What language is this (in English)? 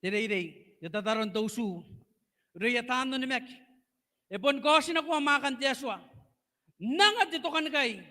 Gilbertese